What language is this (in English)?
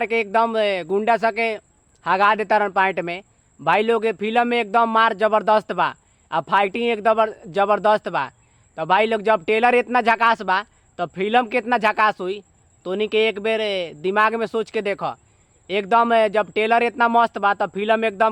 Bhojpuri